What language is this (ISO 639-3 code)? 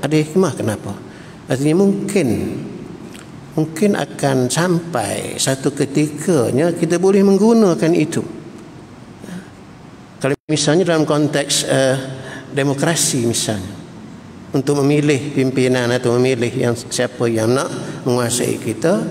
msa